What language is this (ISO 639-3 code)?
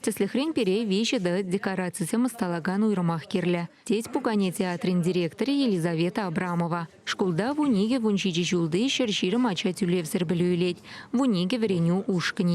chv